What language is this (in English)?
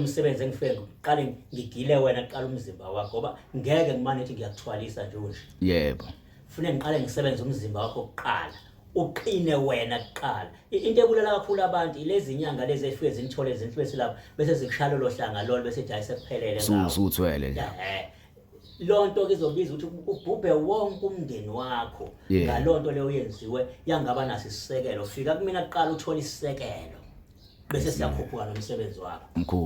Zulu